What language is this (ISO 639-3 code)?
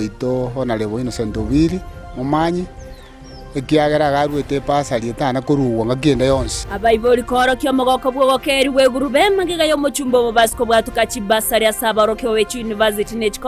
guz